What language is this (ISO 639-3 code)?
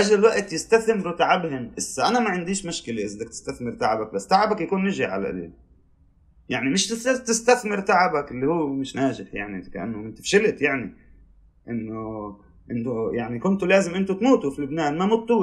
apc